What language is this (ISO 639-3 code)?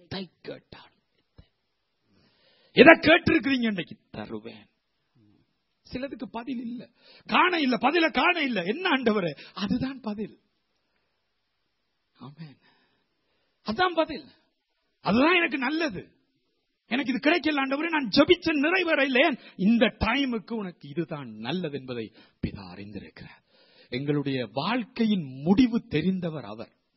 tam